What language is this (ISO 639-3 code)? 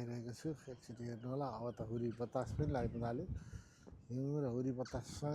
nep